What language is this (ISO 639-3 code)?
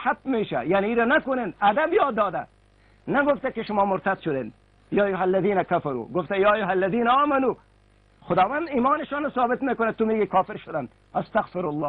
fas